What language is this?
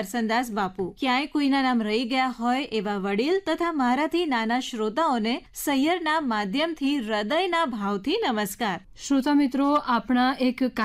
Gujarati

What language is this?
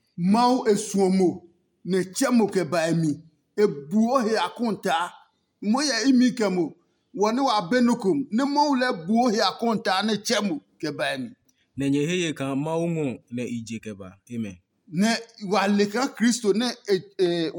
Adangme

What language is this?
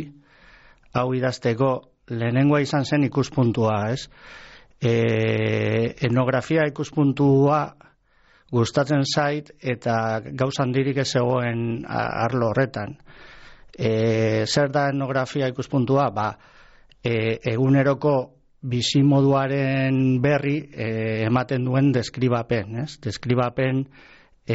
Basque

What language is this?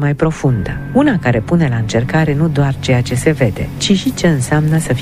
Romanian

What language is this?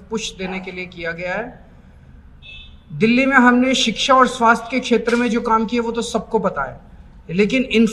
Hindi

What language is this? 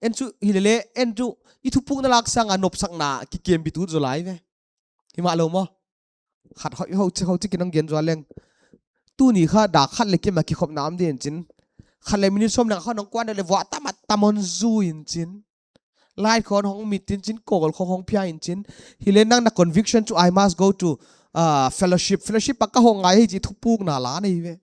Paite Chin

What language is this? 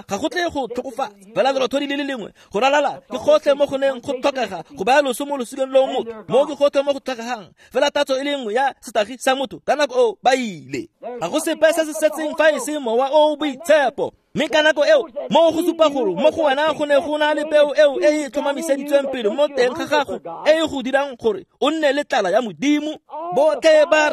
Tswana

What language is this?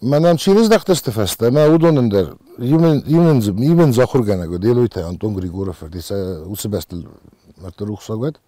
Ossetic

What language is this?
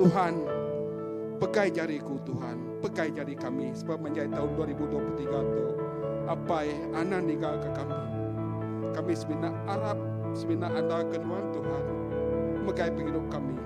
Iban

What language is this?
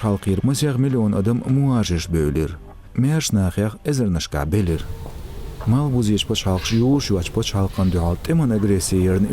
Chechen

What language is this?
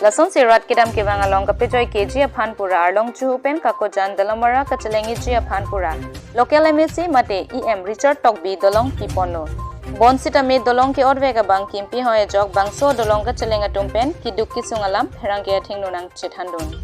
Karbi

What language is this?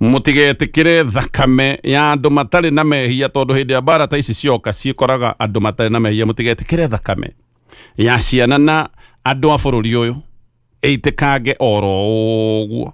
Kikuyu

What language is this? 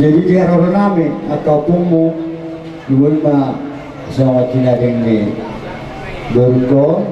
Batak Toba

